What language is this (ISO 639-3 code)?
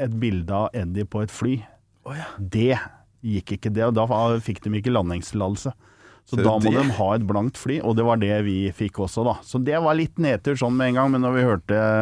nor